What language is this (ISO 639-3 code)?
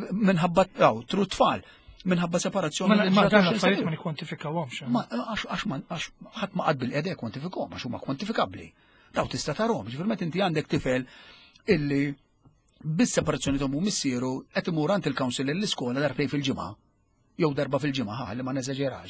mlt